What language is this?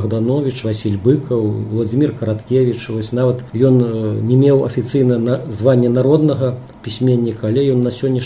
Belarusian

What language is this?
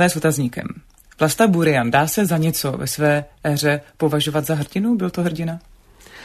Czech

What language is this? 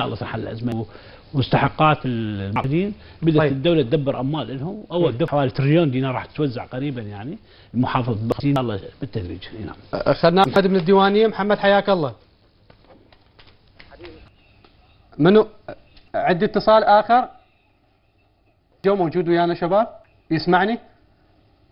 Mesopotamian Arabic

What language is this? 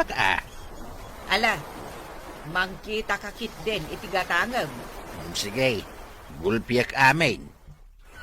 Iloko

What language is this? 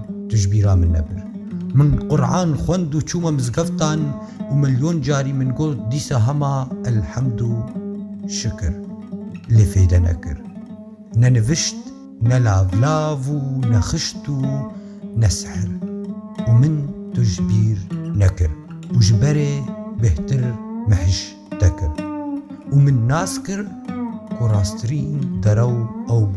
Kurdish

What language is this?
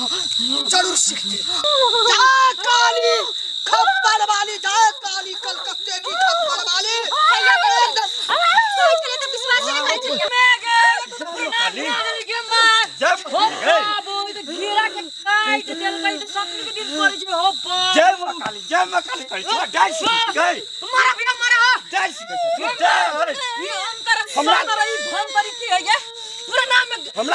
Maithili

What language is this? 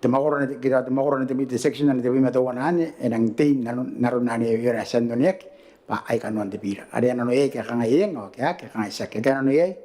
Gilbertese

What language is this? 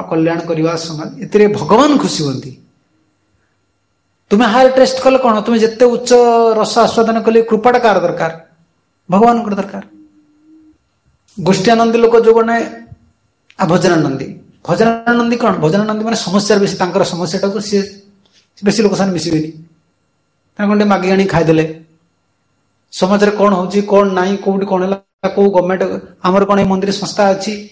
Odia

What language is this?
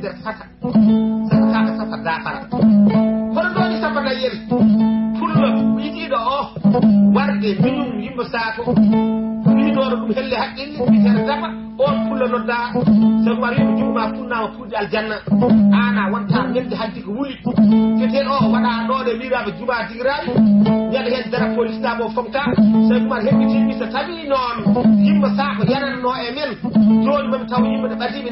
Fula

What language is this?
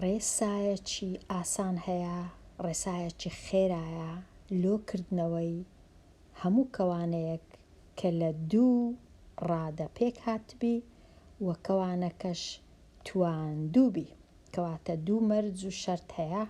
Central Kurdish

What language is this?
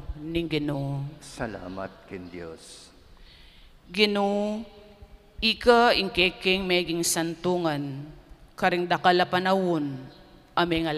Pampanga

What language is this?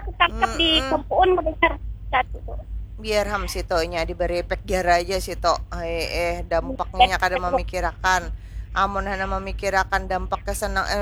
Banjar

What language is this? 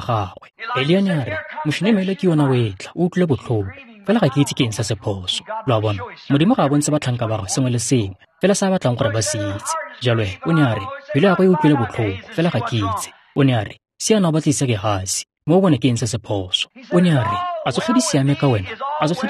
Tswana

